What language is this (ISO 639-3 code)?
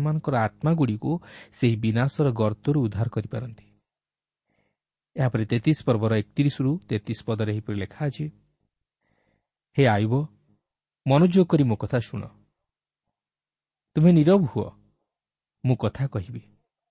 ori